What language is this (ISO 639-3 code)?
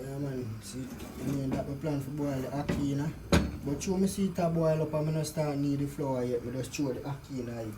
jam